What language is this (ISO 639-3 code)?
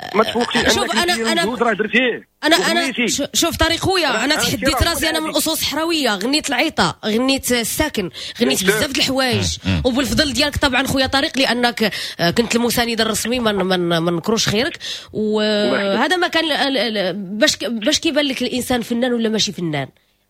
ary